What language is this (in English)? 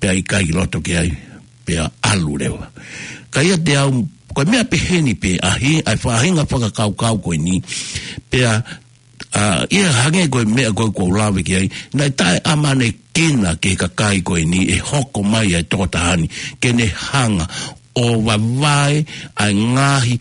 Tongan